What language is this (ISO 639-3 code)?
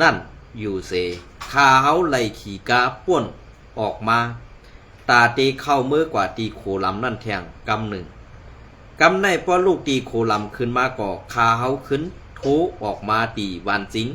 shn